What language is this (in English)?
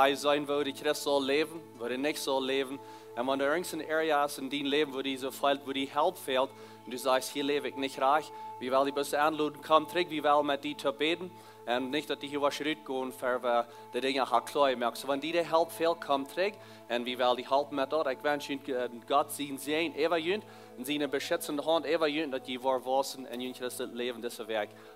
Plautdietsch